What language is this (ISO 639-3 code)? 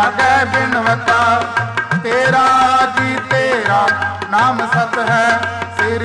pan